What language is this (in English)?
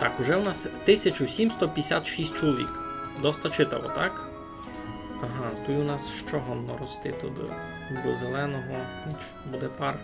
Rusyn